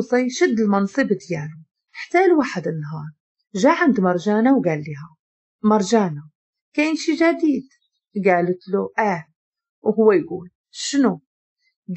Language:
Moroccan Arabic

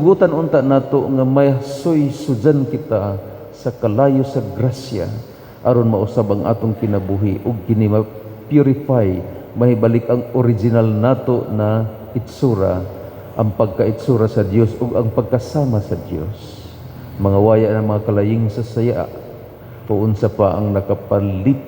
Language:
Cebuano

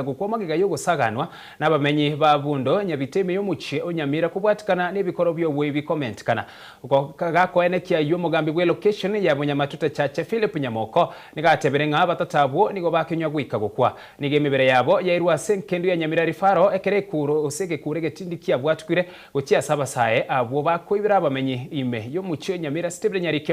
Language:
Gusii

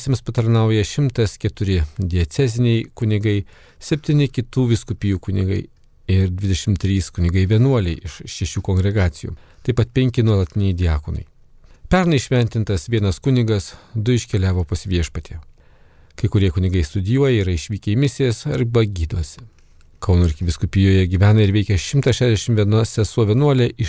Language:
Lithuanian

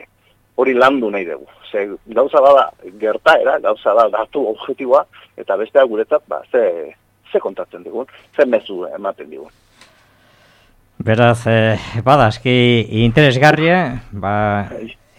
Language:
Basque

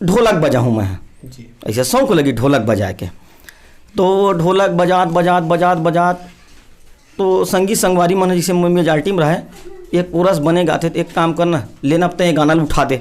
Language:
Chhattisgarhi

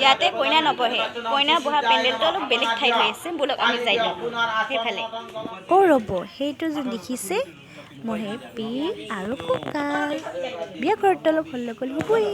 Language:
Assamese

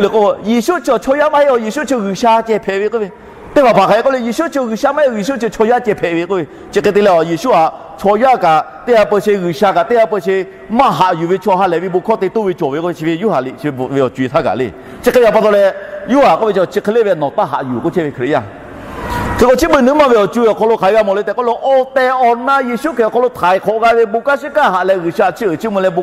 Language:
Lahu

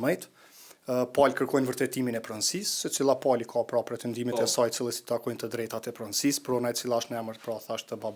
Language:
Albanian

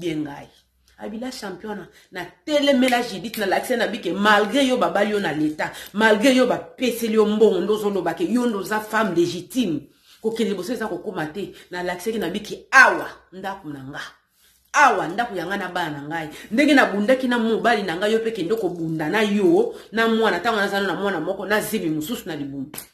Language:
Lingala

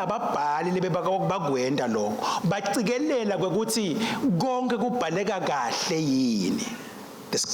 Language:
Swati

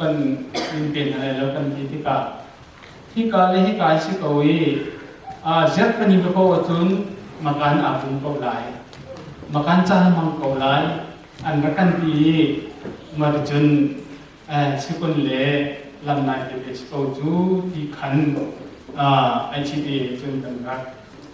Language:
Hakha Chin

